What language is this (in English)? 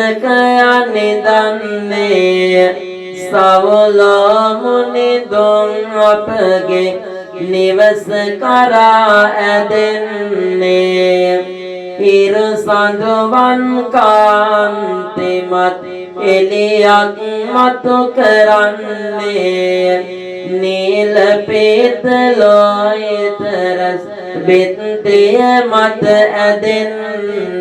Sinhala